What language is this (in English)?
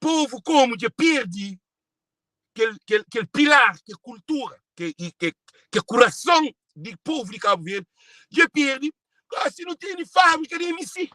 Kabuverdianu